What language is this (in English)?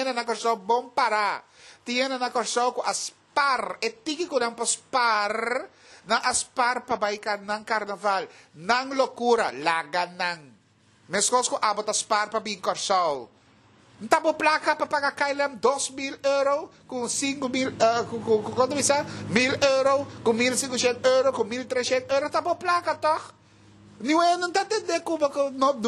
Papiamento